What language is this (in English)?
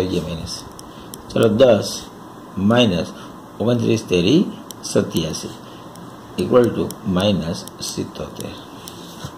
Gujarati